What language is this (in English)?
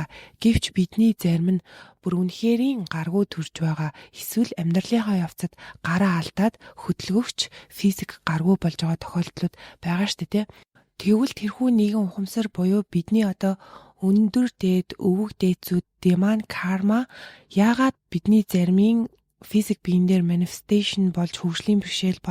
Mongolian